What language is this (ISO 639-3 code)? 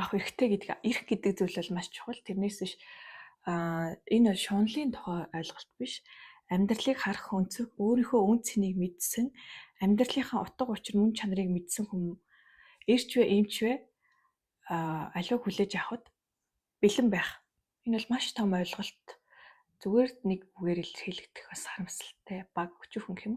mon